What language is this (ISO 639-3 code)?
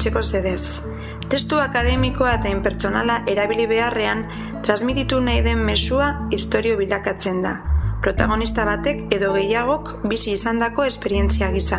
eus